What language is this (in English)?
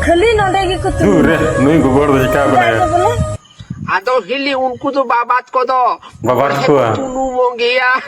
Santali